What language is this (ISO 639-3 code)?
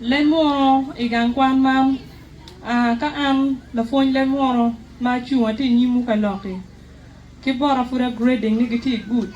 ach